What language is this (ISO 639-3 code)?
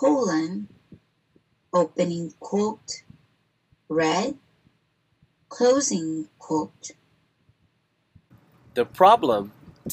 eng